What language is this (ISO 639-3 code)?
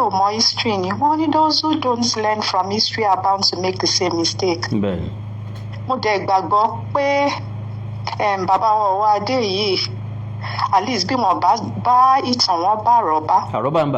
yor